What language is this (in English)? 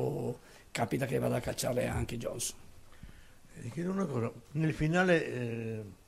Italian